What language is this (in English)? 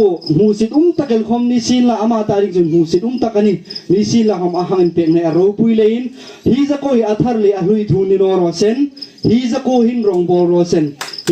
Hmar